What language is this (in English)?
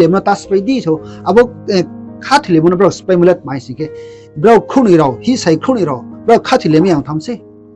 Riang (India)